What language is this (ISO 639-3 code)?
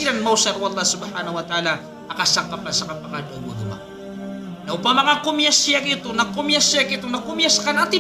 mrw